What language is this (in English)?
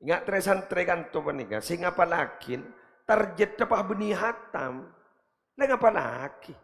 Madurese